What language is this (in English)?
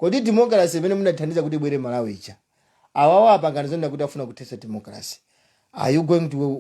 Nyanja